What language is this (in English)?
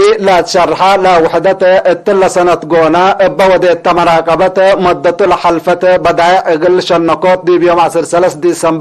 Tigre